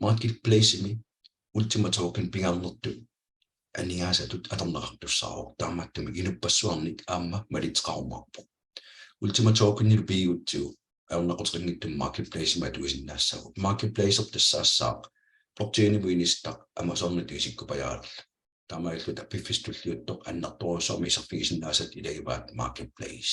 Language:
Kalaallisut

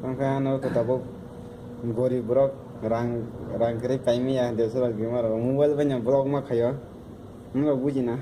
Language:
Kok Borok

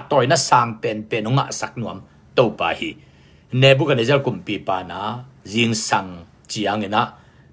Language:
Tedim Chin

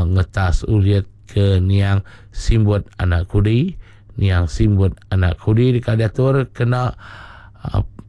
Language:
Iban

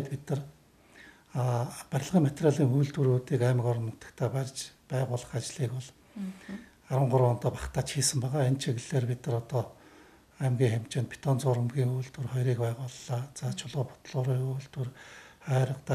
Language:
Mongolian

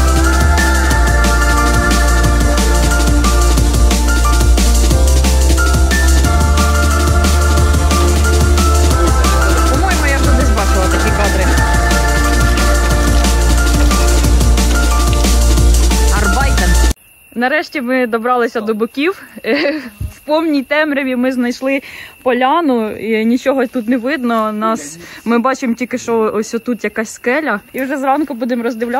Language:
Ukrainian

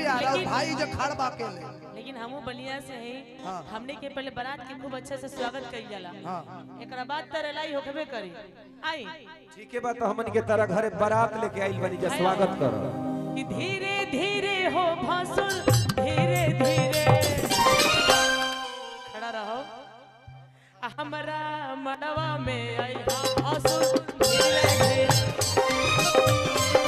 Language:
Bhojpuri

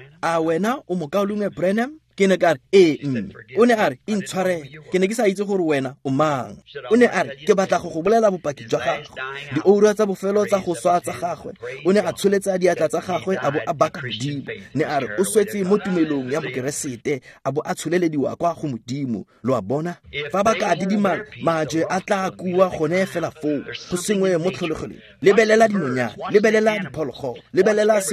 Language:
Tswana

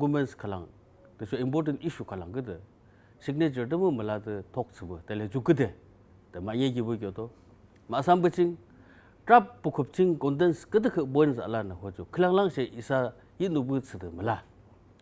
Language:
Yimchungru Naga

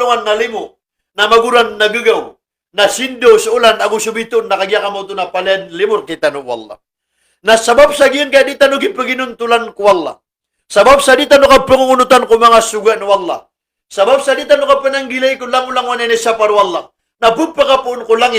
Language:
Maranao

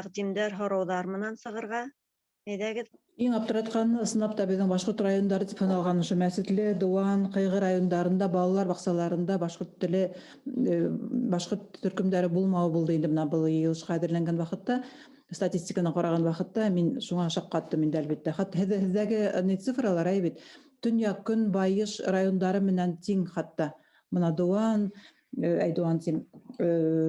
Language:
Bashkir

